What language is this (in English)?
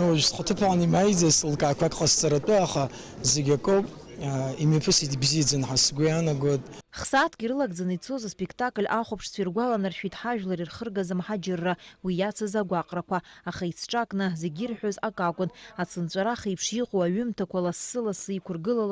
Abkhazian